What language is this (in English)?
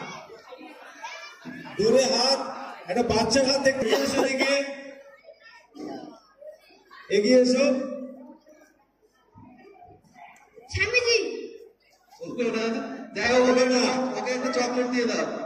Bangla